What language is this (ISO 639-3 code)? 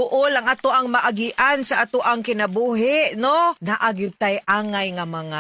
ceb